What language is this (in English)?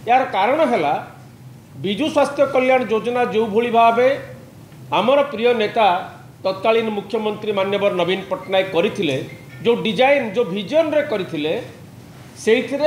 Odia